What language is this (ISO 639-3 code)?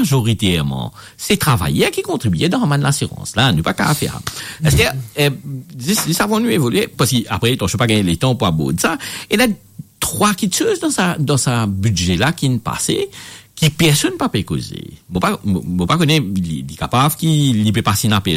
mfe